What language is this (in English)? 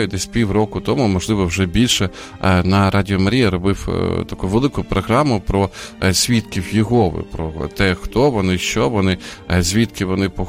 Ukrainian